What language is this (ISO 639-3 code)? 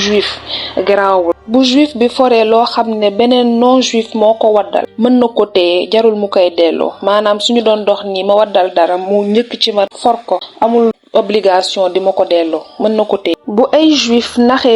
wol